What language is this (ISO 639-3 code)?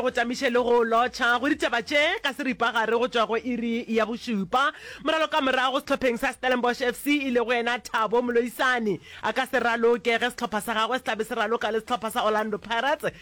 nso